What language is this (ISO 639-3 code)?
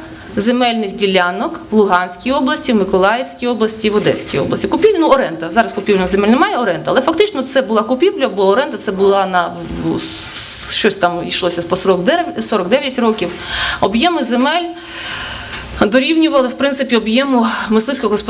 ukr